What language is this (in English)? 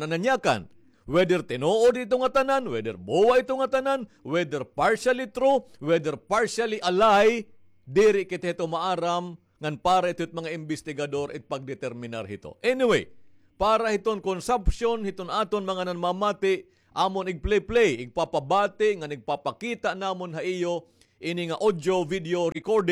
Waray